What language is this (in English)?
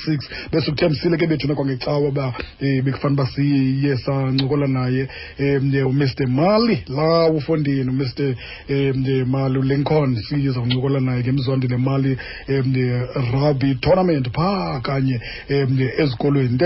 Xhosa